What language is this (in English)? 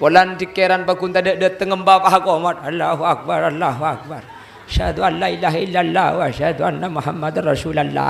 Madurese